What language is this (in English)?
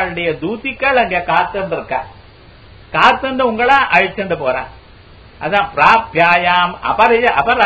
Tamil